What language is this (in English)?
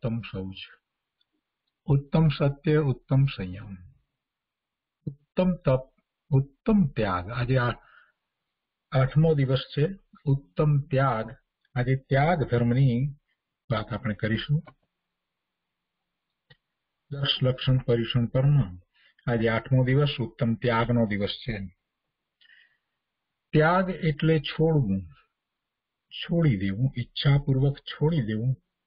Gujarati